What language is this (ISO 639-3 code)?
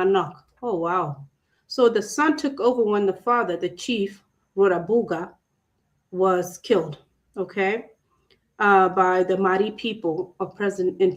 ach